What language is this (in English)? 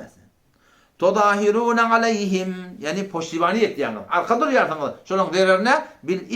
Turkmen